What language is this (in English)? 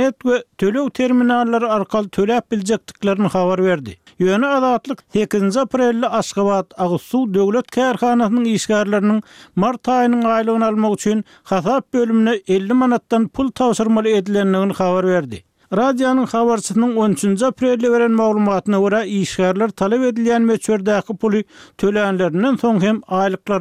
Turkmen